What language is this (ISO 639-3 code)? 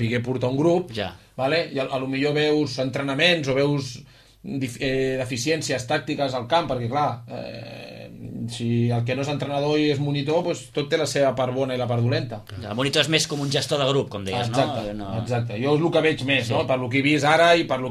cat